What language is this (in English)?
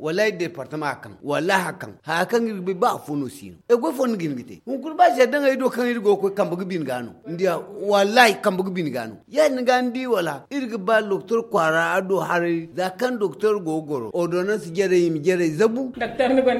Zarma